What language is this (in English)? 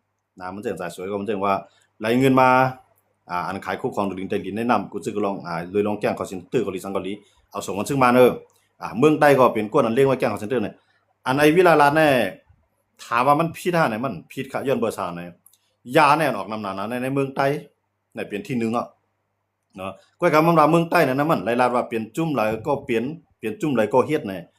Shan